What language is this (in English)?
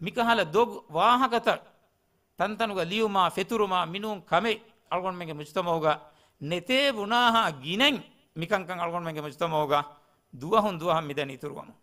Divehi